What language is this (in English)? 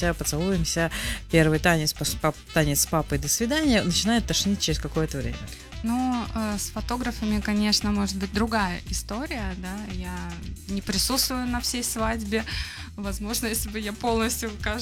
Russian